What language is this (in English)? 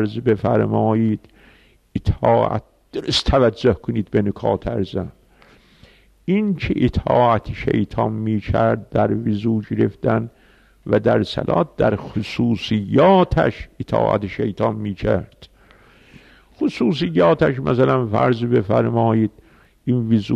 Persian